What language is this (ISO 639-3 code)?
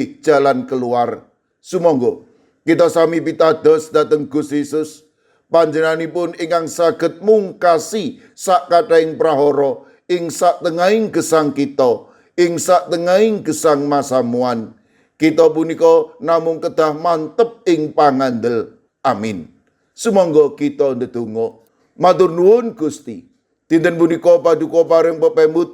jav